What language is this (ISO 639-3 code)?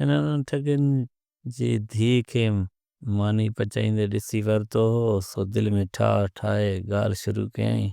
snd